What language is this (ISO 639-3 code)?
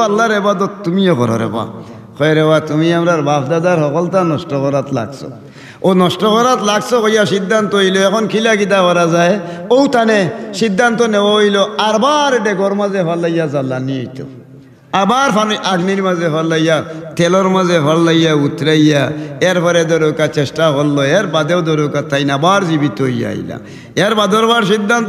syl